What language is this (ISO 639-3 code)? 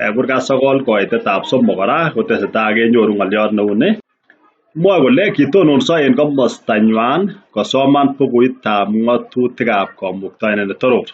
kln